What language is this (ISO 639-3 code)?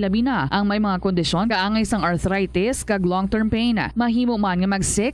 hil